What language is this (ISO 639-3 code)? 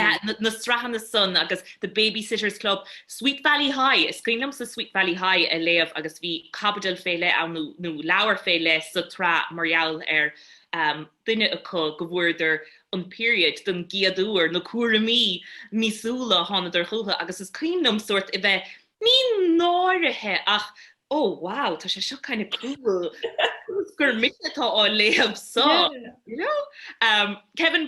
gle